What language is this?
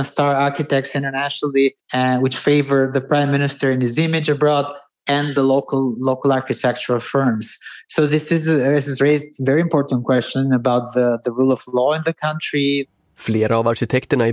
Swedish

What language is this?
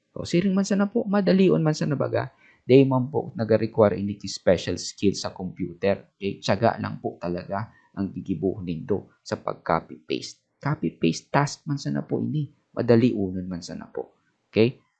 Bikol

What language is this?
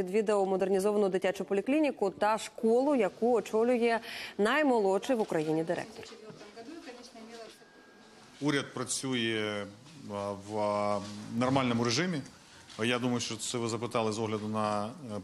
Ukrainian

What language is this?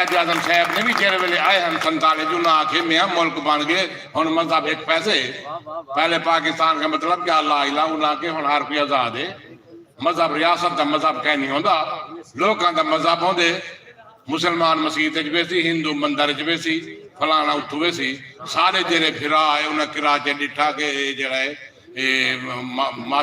Saraiki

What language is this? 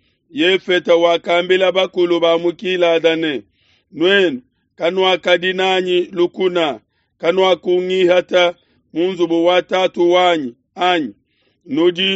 Luba-Lulua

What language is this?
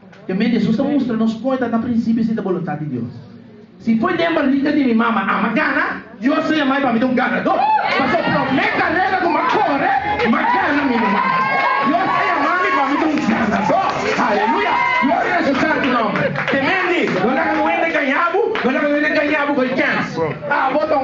Papiamento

